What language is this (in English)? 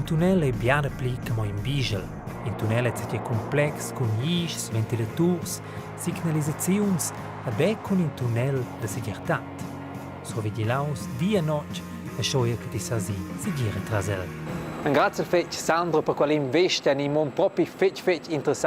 Romansh